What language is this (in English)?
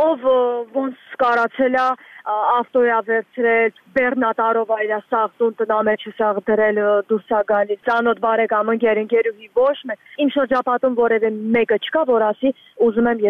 Armenian